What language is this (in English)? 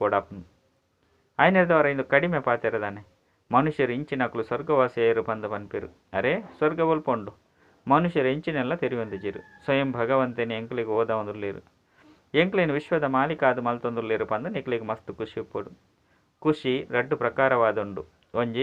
Tulu